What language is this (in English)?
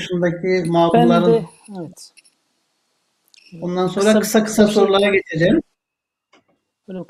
Turkish